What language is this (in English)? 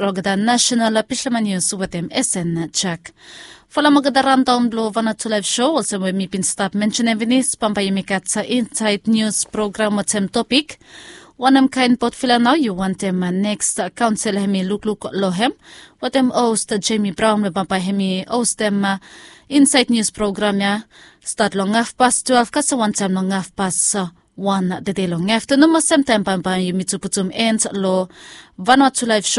Bislama